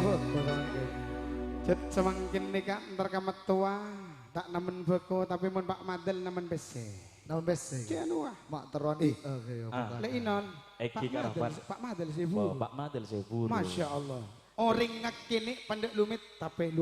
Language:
Madurese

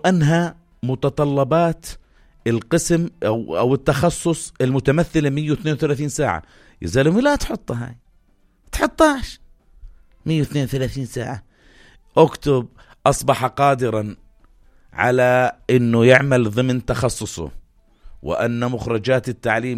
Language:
North Levantine Arabic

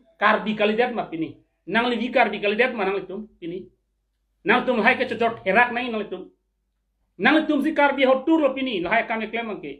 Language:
Karbi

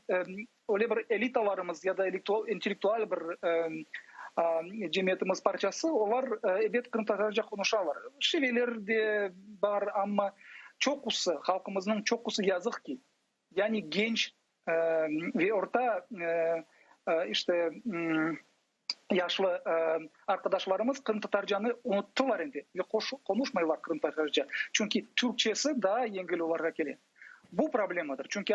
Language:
Crimean Tatar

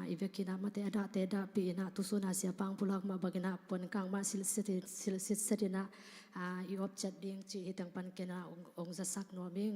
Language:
Tedim Chin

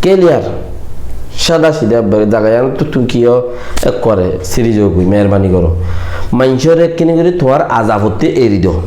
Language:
Rohingya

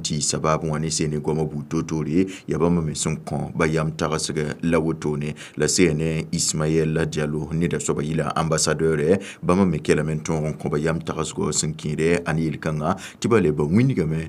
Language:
Mossi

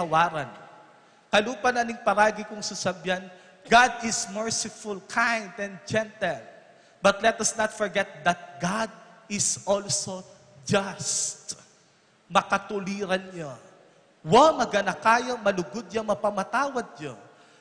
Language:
Pampanga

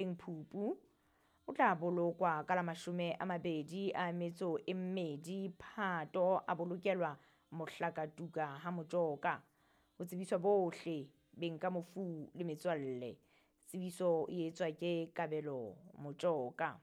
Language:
Southern Sotho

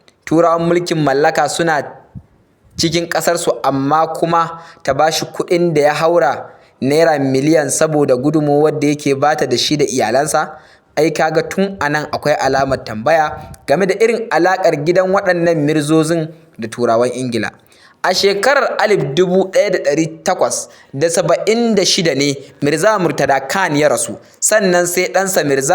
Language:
Hausa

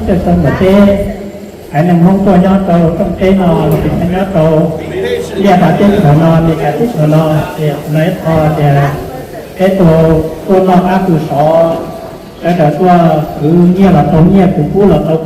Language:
Hmong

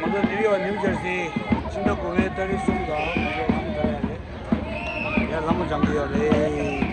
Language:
Tibetan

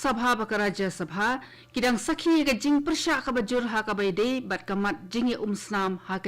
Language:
Khasi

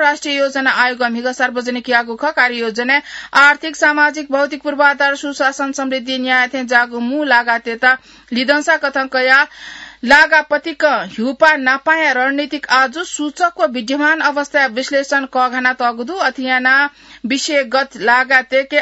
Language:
Newari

